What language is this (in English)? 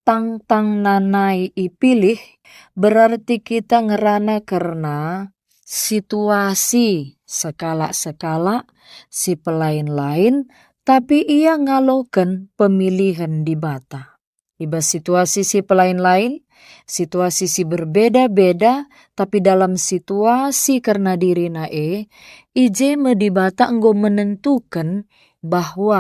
Batak Karo